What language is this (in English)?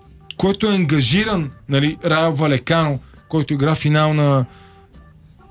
Bulgarian